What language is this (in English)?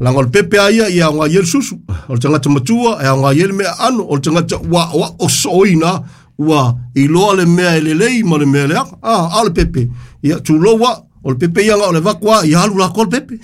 Samoan